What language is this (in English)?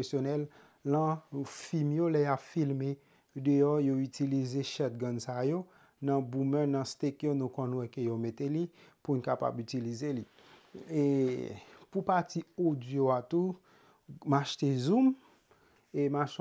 Haitian Creole